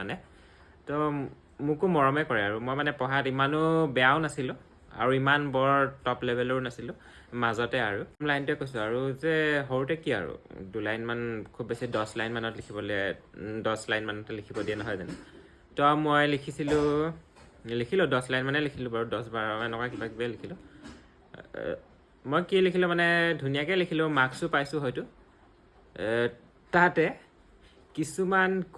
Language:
Assamese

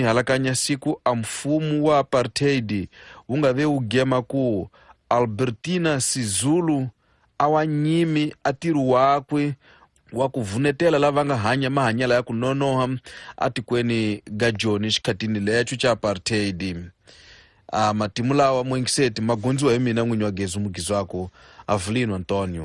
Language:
Tsonga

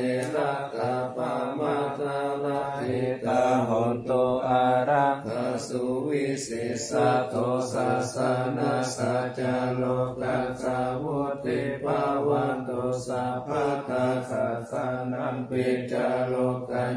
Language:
Pali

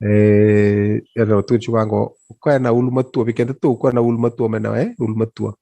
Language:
Fijian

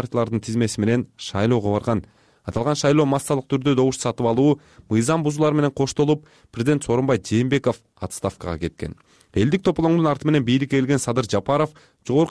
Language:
Kyrgyz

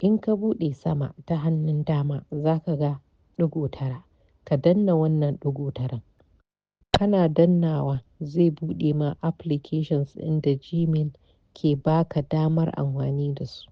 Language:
Hausa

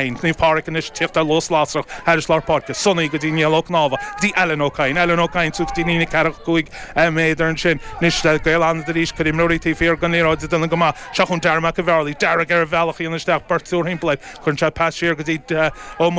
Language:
Irish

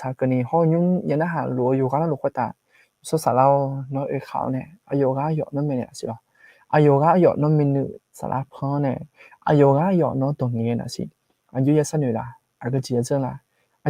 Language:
Akha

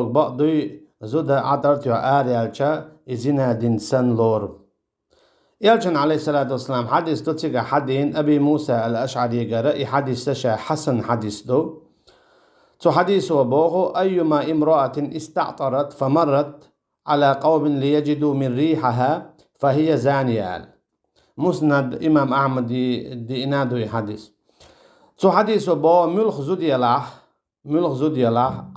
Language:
Chechen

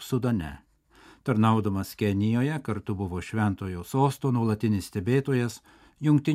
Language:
Lithuanian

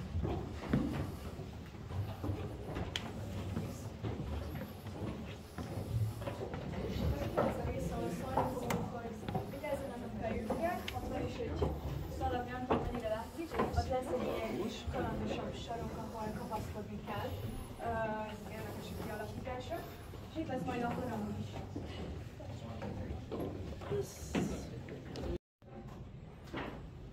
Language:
Hungarian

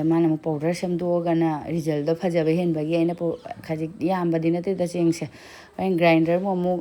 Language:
Manipuri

